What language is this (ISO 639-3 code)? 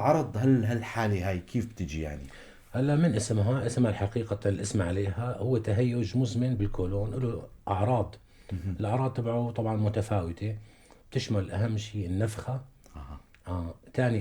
apc